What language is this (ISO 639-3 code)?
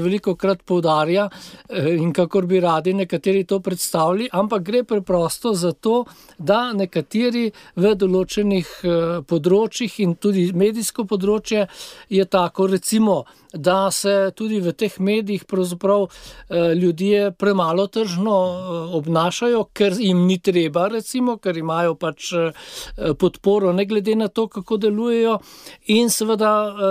slv